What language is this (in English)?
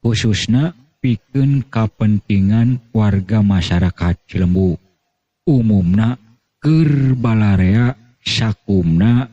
Sundanese